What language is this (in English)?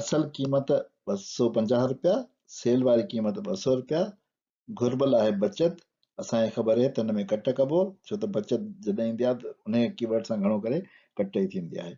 Sindhi